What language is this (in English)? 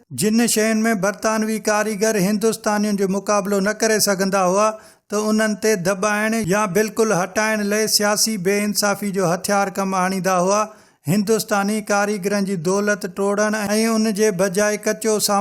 Sindhi